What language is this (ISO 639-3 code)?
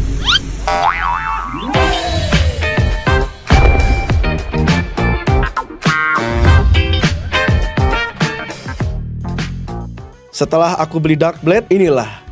ind